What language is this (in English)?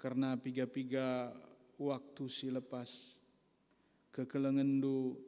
Batak Karo